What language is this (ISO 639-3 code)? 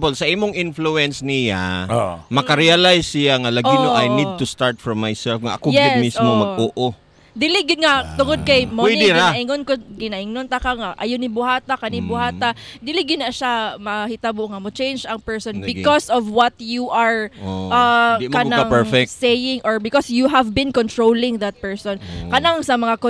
ceb